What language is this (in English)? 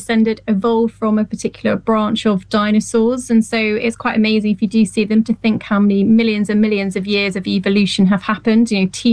English